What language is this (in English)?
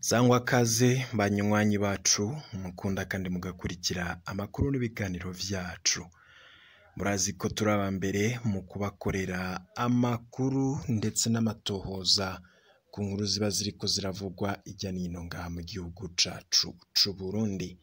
Rundi